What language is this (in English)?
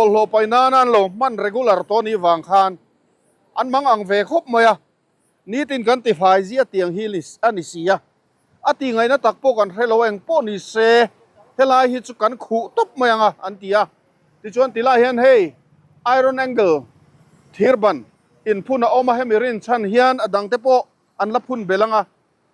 Mizo